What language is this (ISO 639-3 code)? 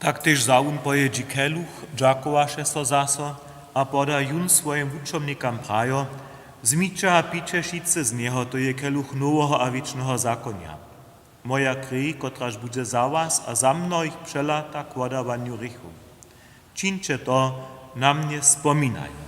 hsb